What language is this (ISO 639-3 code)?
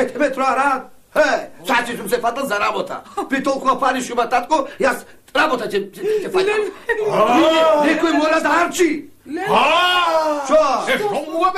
mkd